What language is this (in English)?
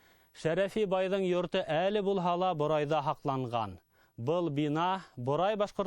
Bashkir